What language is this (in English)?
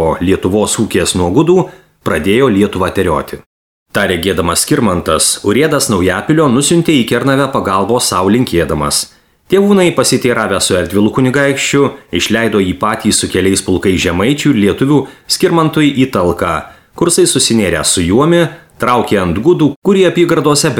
Lithuanian